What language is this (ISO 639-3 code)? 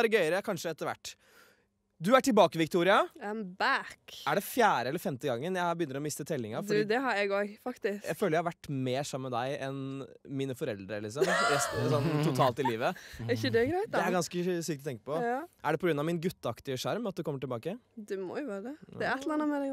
nor